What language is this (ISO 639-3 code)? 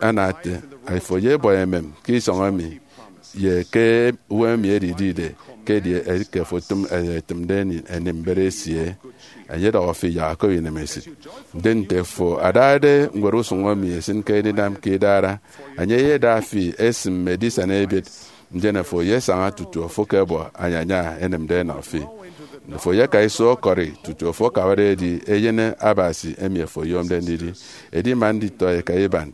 efi